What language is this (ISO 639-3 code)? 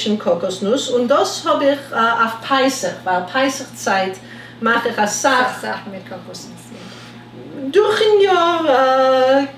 yid